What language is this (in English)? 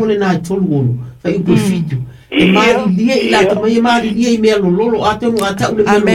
Samoan